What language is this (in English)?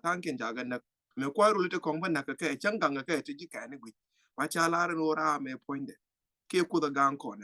Nuer